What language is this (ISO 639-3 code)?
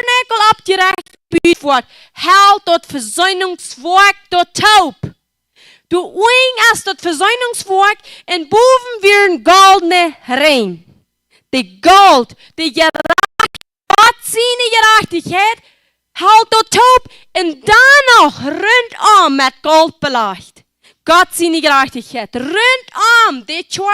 pdt